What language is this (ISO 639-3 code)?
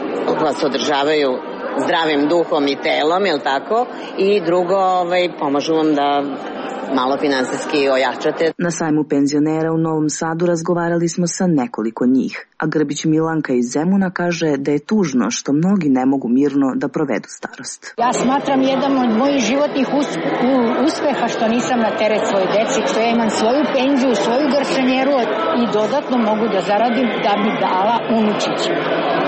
srp